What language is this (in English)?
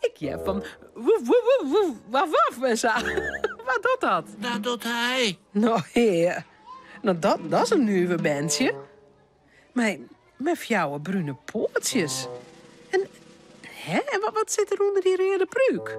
Western Frisian